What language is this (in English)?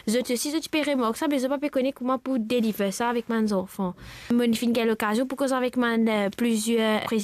Morisyen